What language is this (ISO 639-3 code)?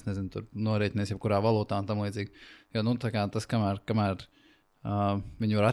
lav